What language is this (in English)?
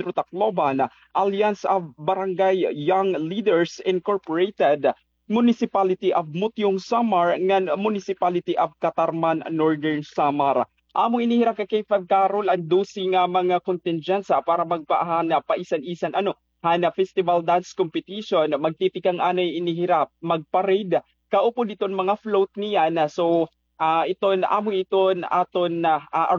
Waray